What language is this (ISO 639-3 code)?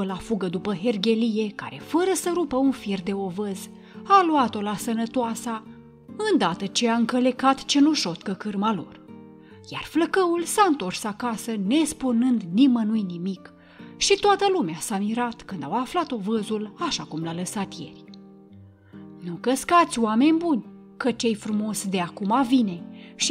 ron